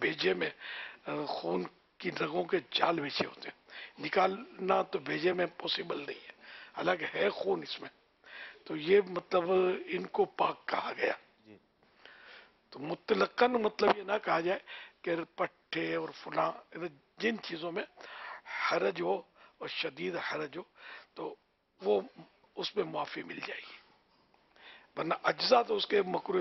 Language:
Urdu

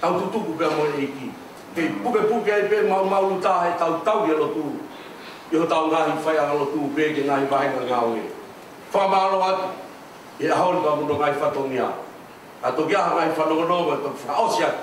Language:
Tongan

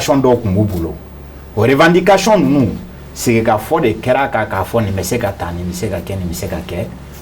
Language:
Bambara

